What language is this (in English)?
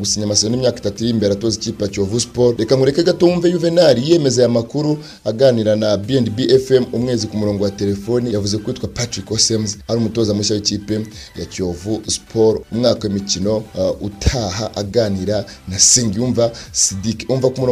Kinyarwanda